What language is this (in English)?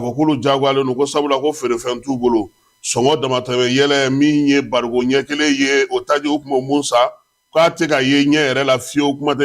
Bambara